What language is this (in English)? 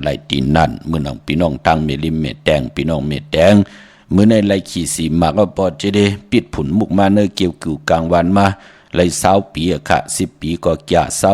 Shan